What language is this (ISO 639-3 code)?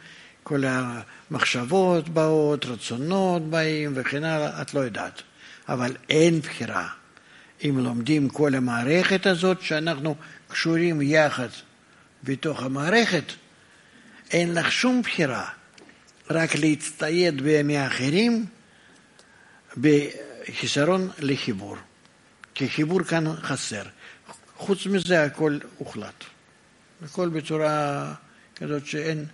heb